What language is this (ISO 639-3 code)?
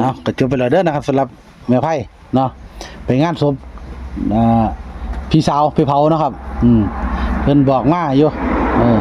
tts